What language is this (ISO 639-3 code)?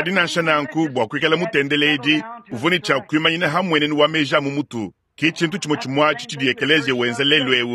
lua